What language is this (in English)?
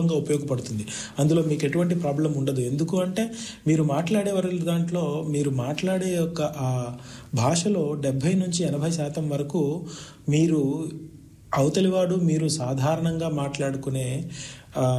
Telugu